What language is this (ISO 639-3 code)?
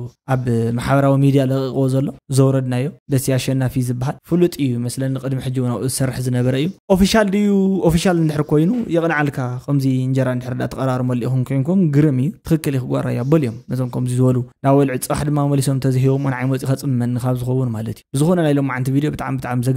tir